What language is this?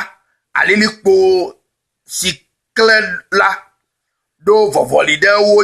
Ewe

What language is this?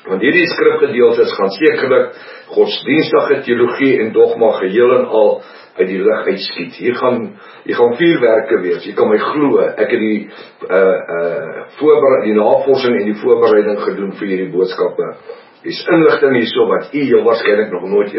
Afrikaans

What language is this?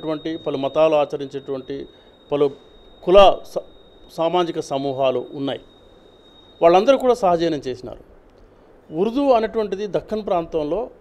Telugu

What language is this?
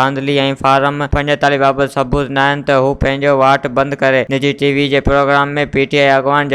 Sindhi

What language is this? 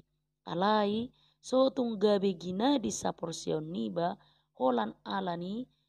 Batak Toba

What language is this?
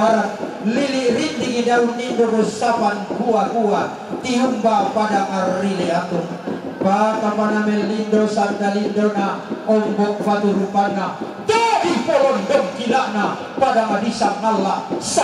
Toraja-Sa'dan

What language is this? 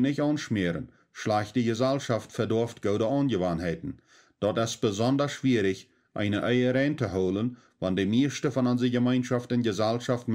Plautdietsch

